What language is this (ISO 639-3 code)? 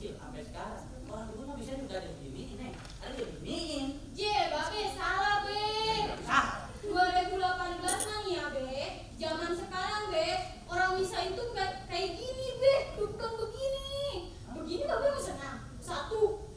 bew